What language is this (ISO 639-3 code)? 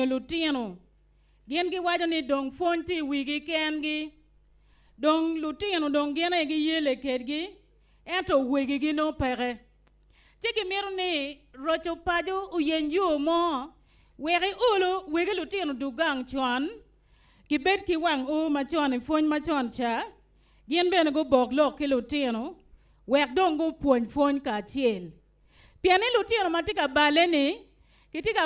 ach